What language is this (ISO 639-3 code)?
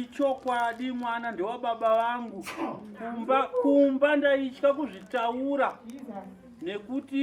sna